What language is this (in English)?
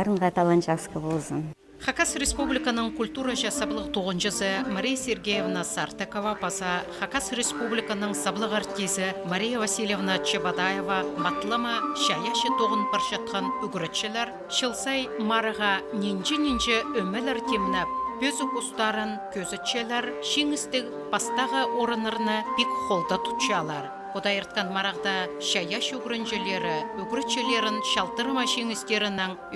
Khakas